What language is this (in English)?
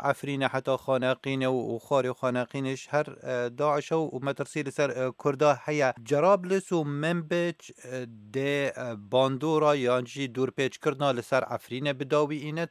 Kurdish